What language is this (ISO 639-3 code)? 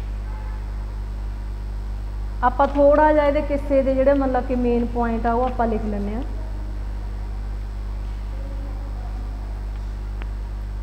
pan